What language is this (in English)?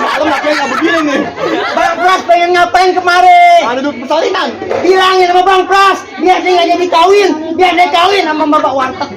Betawi